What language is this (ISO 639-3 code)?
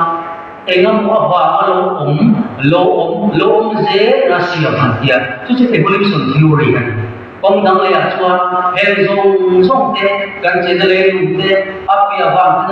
lus